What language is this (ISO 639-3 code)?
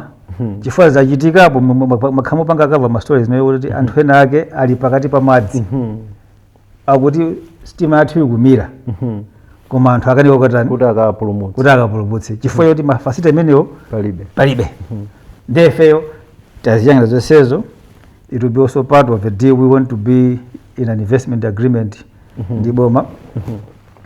nya